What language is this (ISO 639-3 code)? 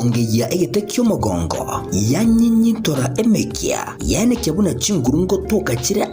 guz